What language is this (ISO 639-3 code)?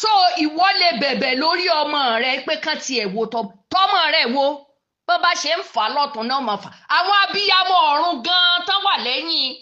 yor